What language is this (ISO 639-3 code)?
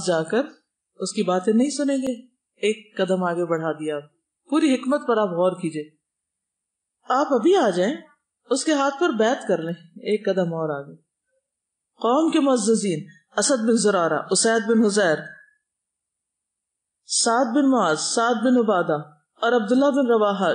urd